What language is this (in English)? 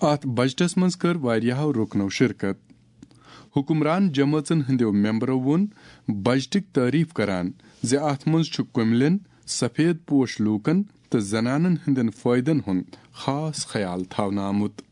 Kashmiri